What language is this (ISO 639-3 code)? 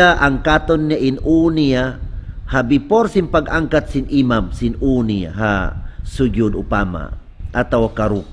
tsg